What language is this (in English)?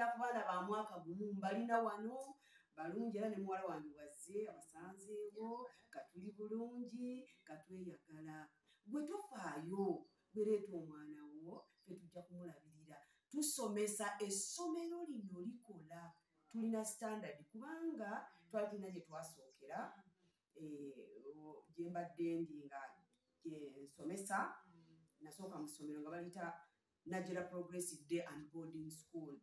Ganda